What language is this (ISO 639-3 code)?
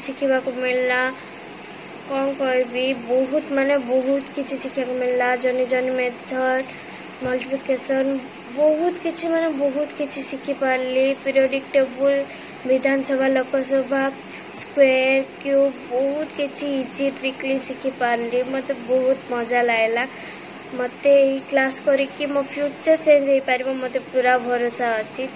ori